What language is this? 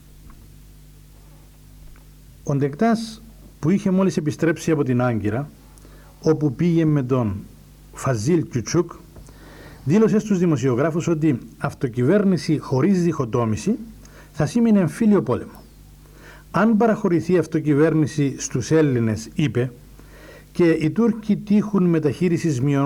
Greek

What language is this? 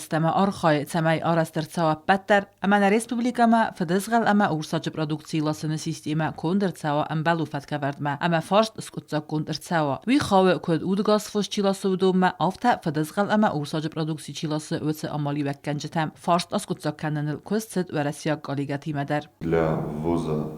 Ossetic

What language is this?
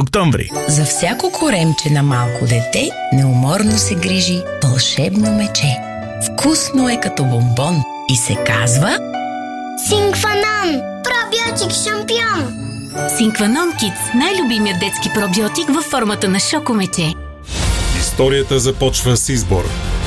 Bulgarian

